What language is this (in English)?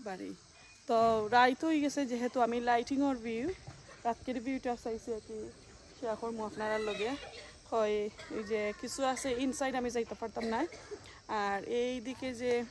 Sylheti